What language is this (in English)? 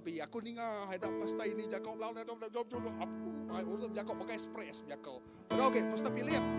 Iban